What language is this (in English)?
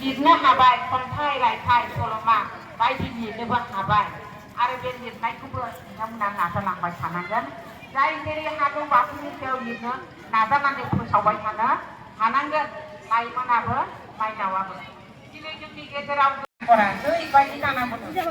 Bodo